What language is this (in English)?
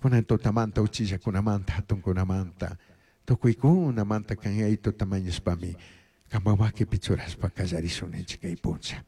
Chimborazo Highland Quichua